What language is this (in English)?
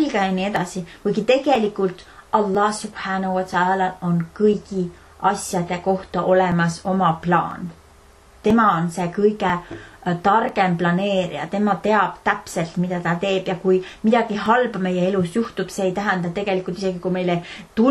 Estonian